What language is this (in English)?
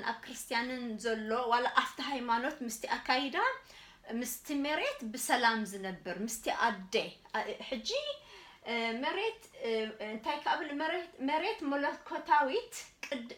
Tigrinya